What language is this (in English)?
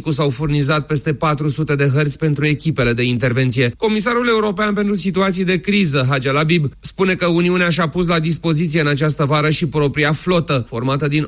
Romanian